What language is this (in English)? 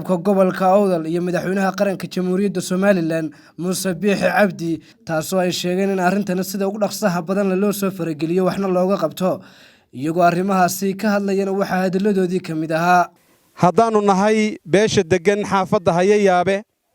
Somali